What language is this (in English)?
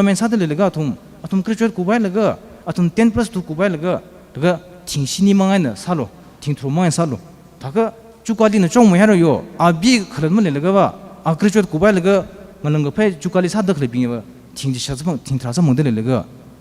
Tangkhul Naga (India)